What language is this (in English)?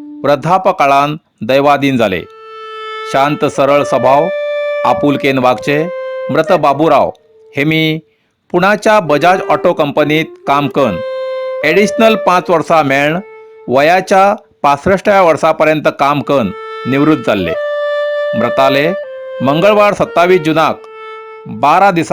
Konkani